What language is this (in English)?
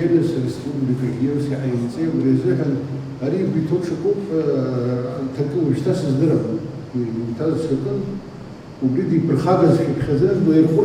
Abkhazian